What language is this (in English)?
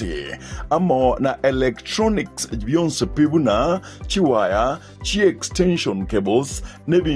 Gusii